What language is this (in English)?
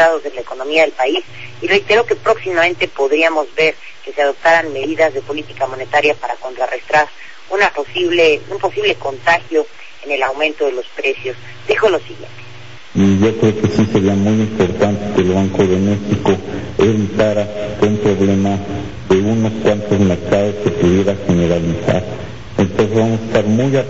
Spanish